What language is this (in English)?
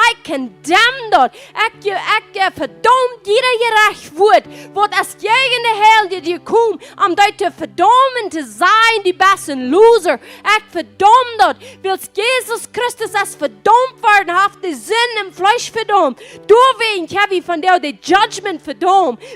Plautdietsch